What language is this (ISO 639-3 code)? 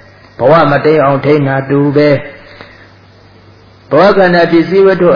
mya